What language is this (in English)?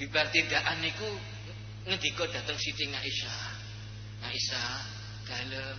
Javanese